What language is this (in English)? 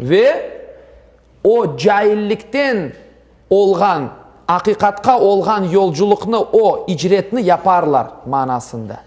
Crimean Tatar